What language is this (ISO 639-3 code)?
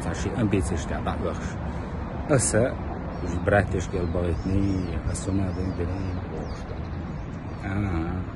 che